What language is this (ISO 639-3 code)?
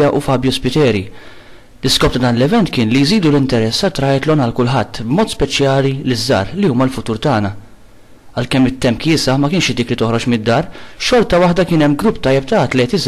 mlt